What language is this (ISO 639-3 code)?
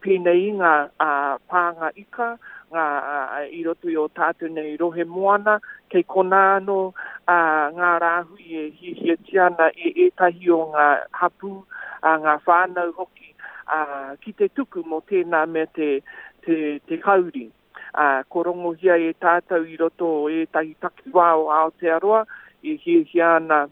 mri